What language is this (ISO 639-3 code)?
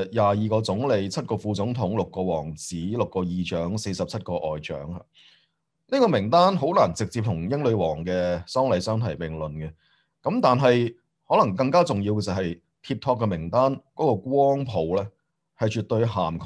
yue